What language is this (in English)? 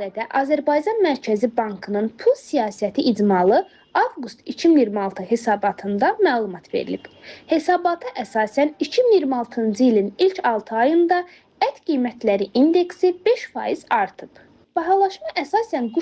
Azerbaijani